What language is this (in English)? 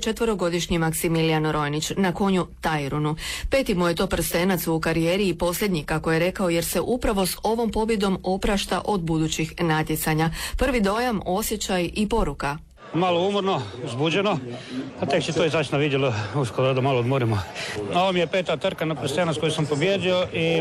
Croatian